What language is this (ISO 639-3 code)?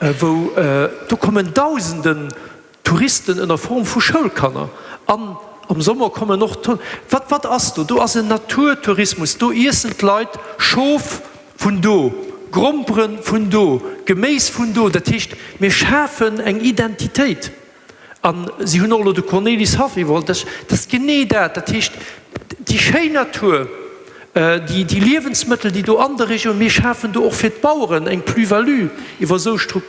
ltz